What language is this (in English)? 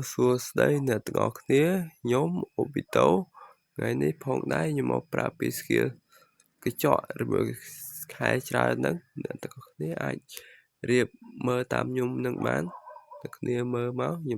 Khmer